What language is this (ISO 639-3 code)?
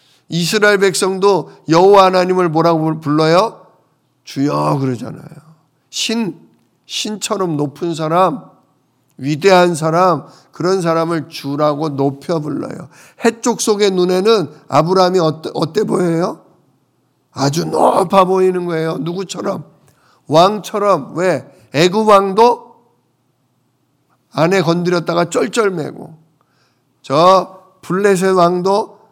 kor